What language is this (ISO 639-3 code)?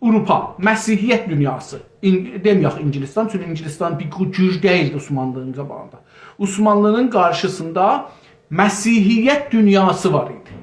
azb